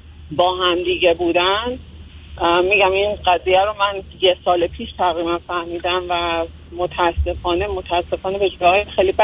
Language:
Persian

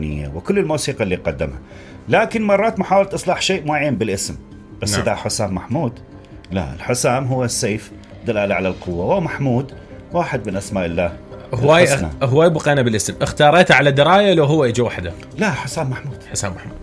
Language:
Mesopotamian Arabic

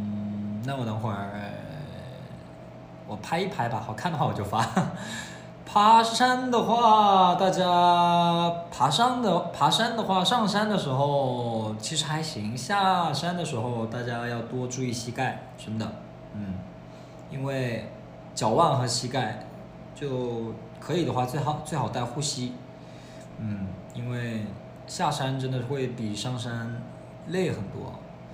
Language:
Chinese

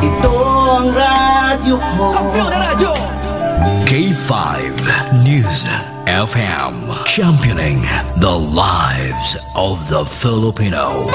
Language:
Hiligaynon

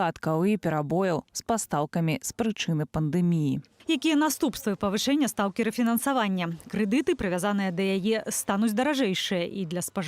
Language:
Belarusian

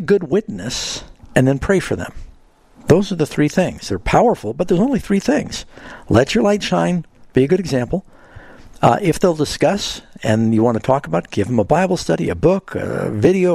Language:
English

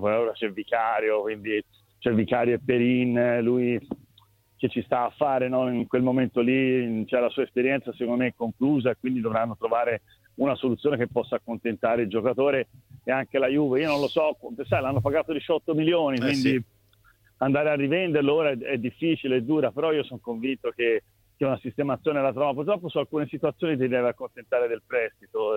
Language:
Italian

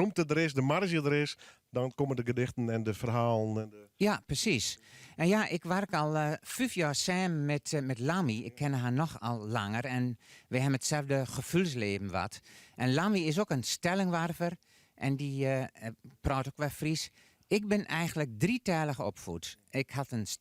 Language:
Western Frisian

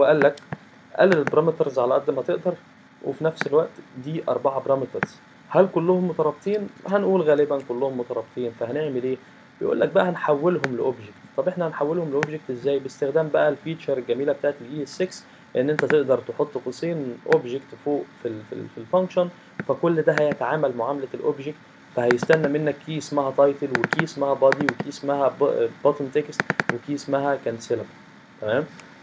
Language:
Egyptian Arabic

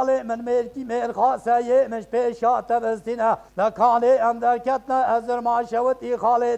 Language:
Kurdish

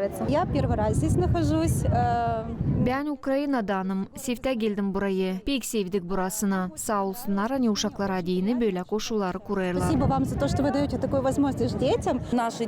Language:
Gagauz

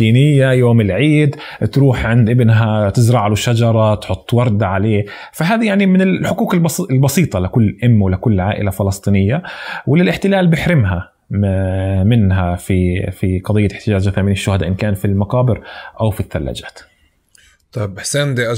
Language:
North Levantine Arabic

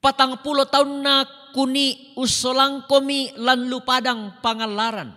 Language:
Toraja-Sa'dan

